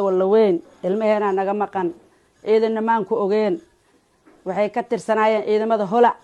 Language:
Somali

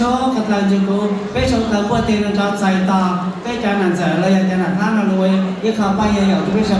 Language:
Hmong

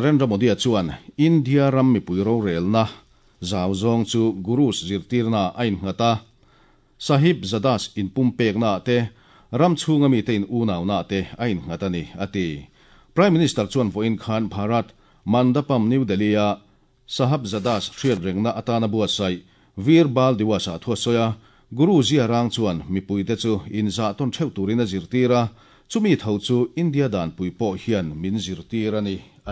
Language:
Mizo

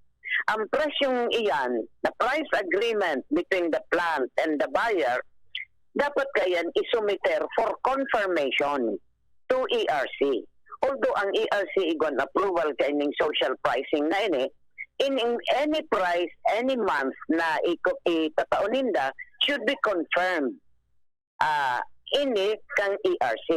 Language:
Bikol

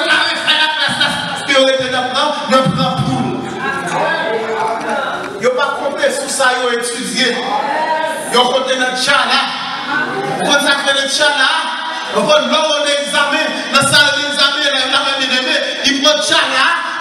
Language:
French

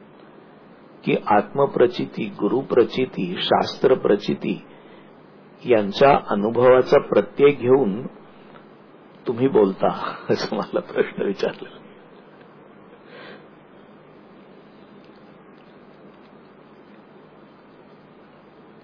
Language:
Marathi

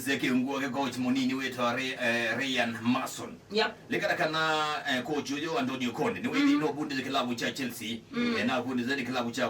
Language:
Kamba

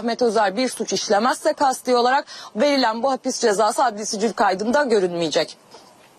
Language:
Turkish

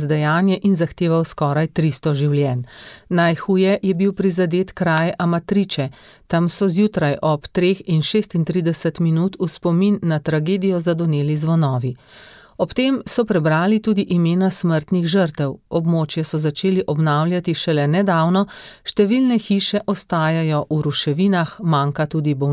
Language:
Slovenian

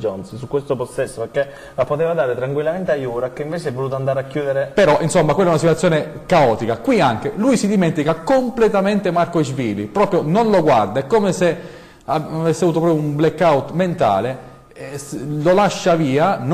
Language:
Italian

